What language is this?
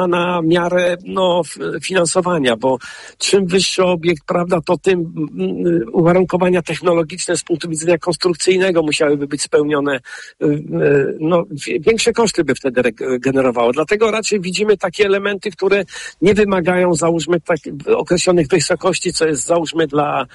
Polish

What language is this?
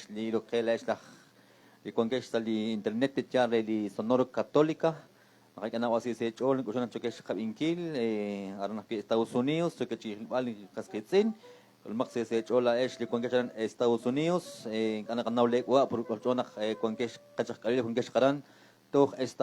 Kekchí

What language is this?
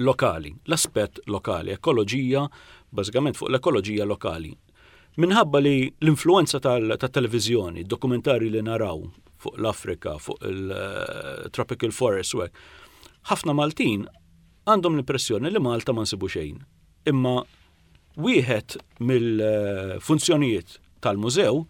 Maltese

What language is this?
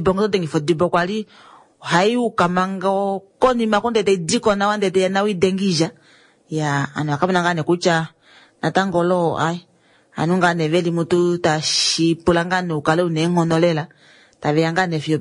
Kuanyama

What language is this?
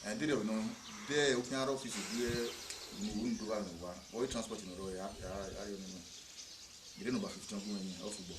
Bini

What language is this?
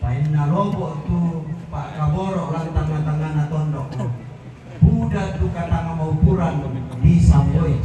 Toraja-Sa'dan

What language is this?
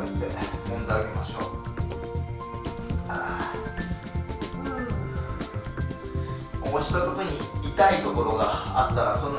Japanese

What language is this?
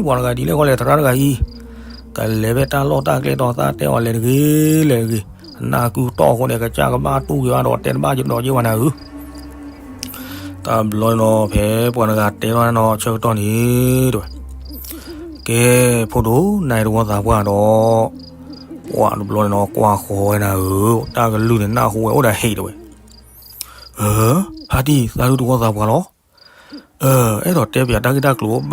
S'gaw Karen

